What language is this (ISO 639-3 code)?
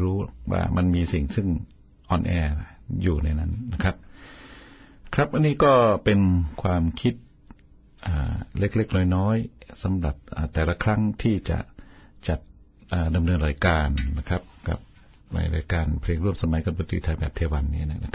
tha